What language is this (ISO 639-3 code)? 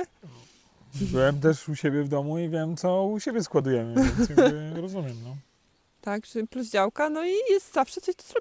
pol